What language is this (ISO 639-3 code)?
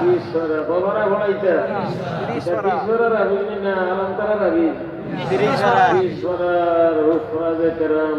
syl